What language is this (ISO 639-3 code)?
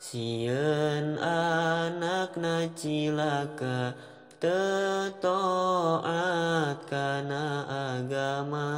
sun